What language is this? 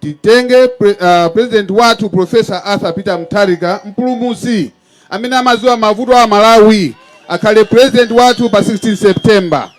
Nyanja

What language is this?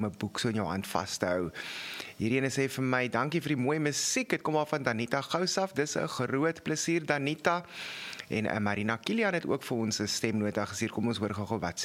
Afrikaans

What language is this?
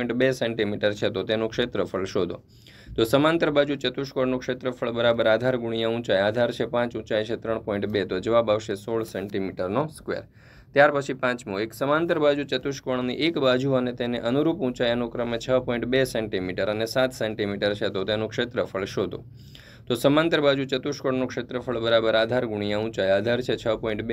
Gujarati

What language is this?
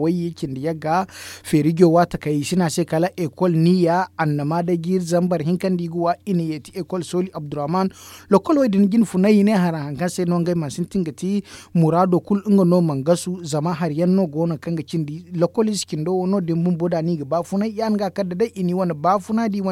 Zarma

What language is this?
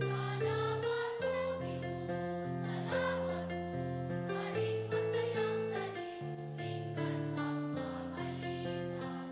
Pampanga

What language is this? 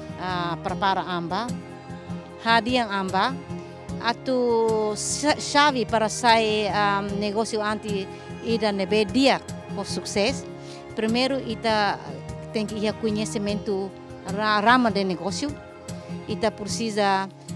Tetum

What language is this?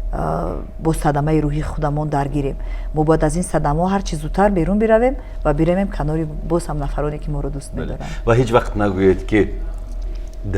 Tajik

